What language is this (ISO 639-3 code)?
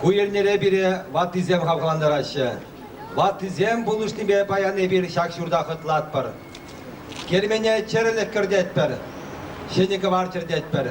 chv